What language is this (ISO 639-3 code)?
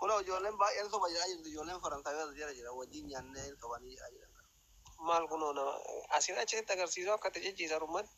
orm